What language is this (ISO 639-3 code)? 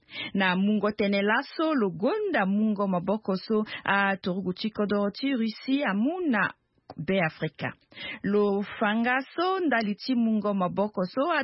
sag